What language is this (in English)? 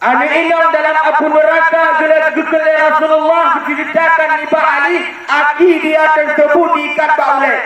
Achinese